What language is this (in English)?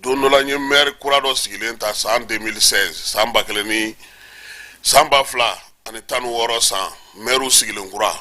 Bambara